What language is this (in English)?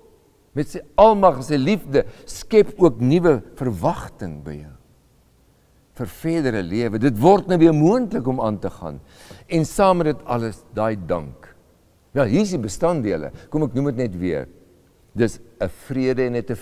Afrikaans